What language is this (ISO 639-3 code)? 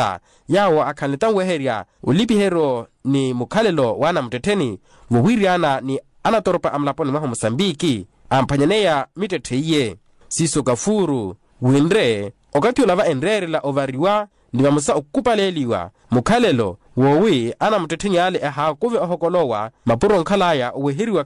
vmw